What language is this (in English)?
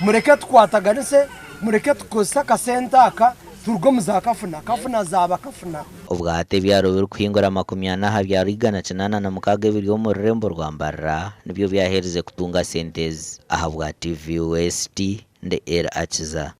Nyankole